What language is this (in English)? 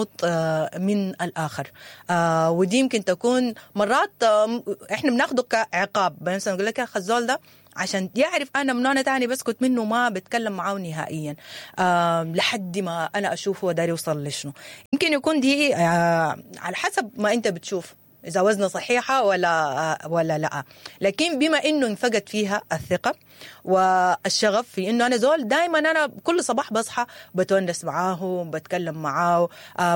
Sudanese Arabic